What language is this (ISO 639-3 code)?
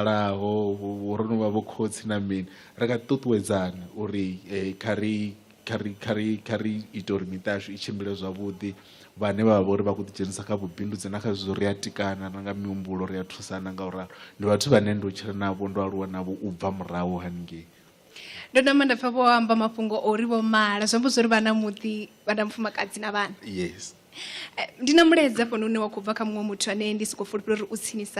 ven